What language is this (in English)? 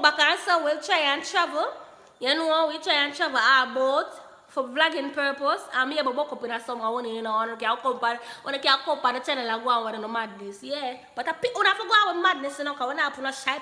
Jamaican Creole English